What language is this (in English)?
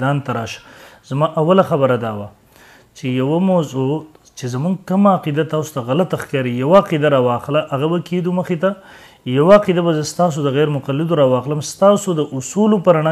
Pashto